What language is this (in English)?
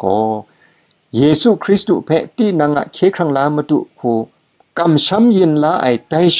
Kachin